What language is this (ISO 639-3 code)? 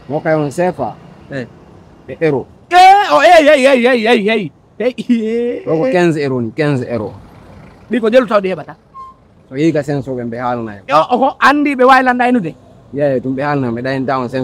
fuf